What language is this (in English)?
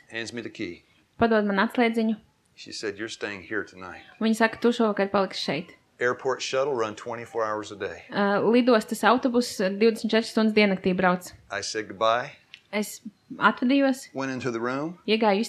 Latvian